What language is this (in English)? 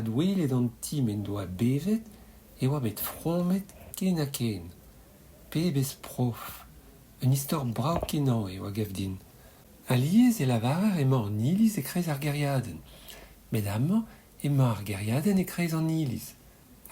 Breton